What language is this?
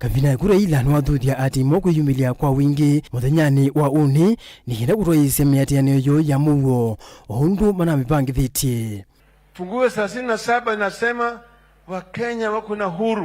Kamba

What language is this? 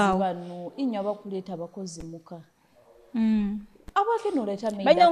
Nyoro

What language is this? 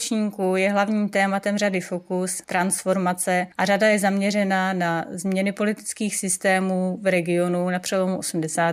Czech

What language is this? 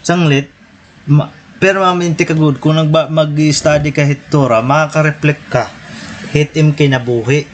Waray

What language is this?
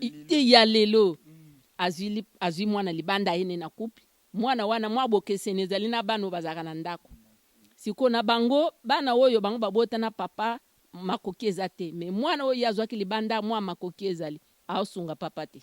Lingala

